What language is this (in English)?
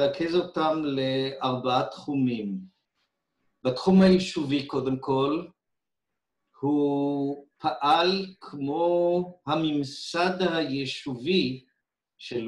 Hebrew